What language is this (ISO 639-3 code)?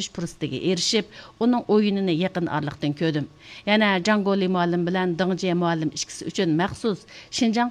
uig